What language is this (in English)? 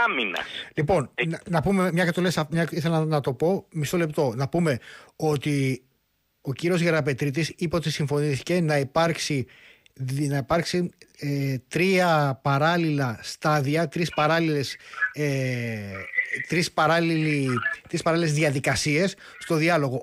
Greek